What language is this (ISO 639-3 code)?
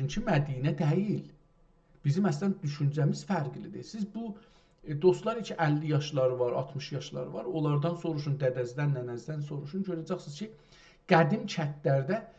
azb